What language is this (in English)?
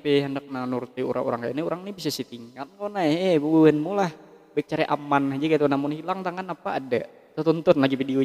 Banjar